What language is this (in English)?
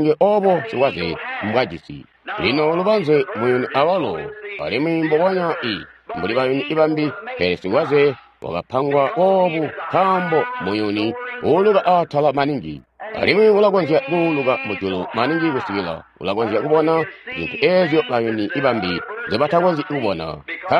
Tonga (Zambia)